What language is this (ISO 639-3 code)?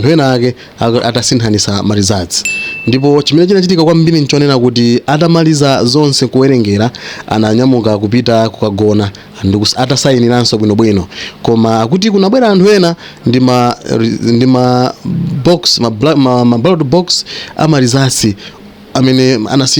nya